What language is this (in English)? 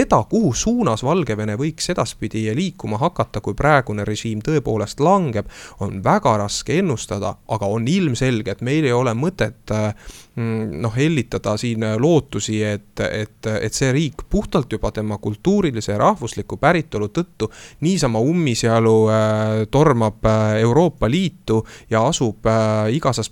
Estonian